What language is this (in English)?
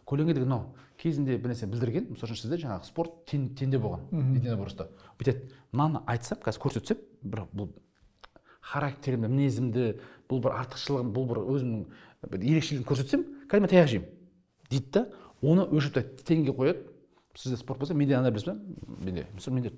Kazakh